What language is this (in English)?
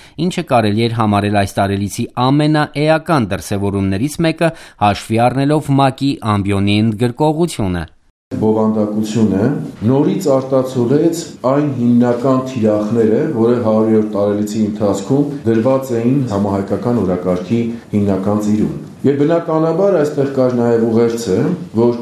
Armenian